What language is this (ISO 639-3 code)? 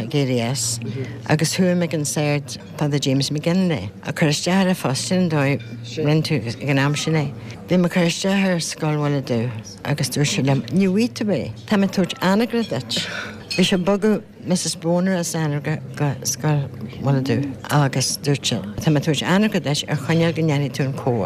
gle